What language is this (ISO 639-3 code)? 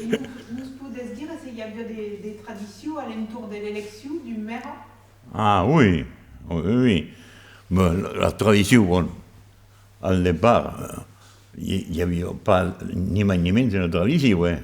oci